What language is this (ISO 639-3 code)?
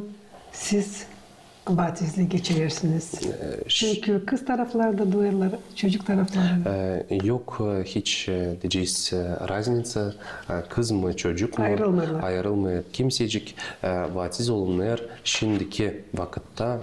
gag